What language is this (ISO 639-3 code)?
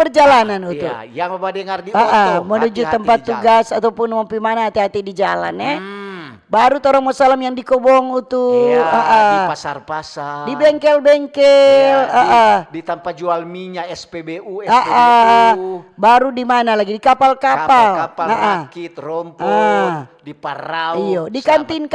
xmm